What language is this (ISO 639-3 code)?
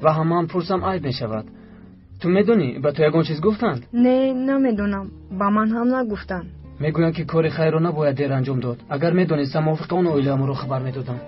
tgk